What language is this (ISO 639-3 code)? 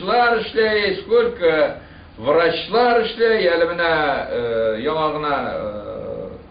bak